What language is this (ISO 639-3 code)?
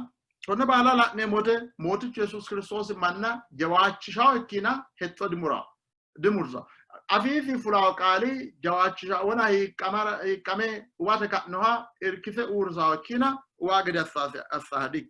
sid